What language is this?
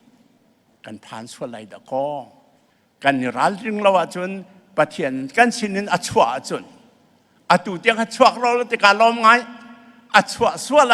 Falam Chin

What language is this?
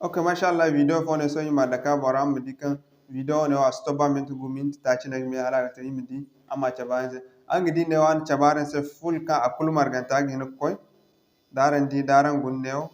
Zarma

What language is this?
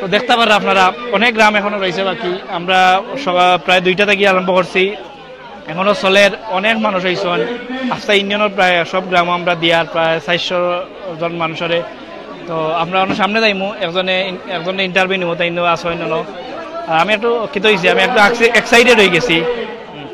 Sylheti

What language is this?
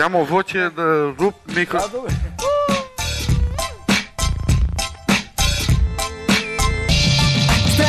Romanian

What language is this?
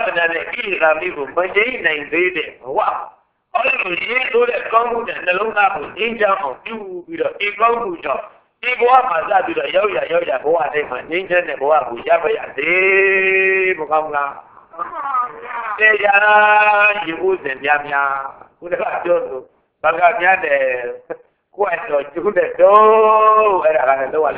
Burmese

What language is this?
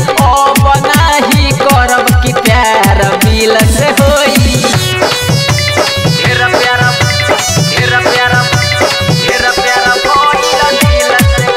Bhojpuri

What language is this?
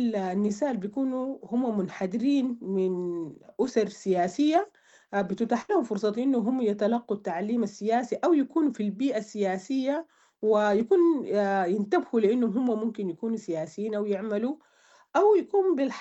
Sudanese Arabic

